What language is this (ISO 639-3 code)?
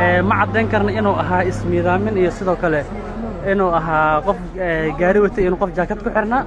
som